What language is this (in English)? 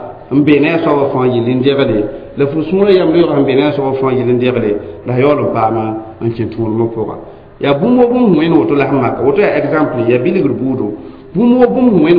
Mossi